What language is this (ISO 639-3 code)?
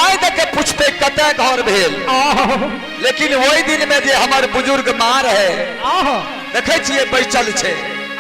mai